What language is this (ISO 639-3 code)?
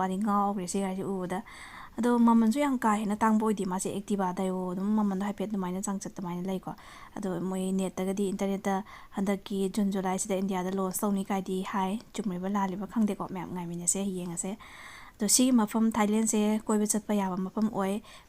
mni